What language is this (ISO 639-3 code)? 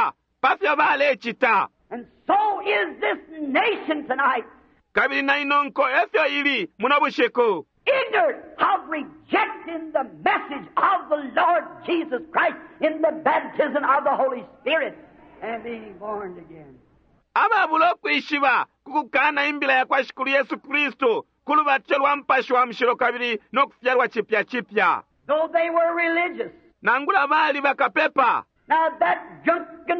bem